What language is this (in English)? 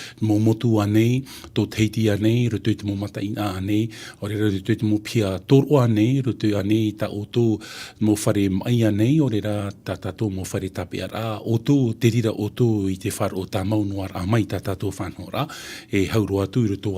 Tahitian